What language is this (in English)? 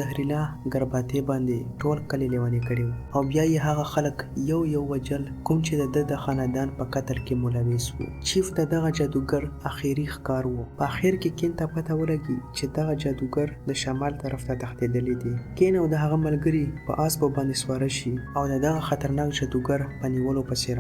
Pashto